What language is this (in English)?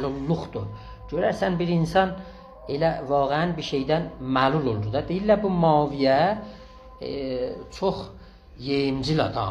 South Azerbaijani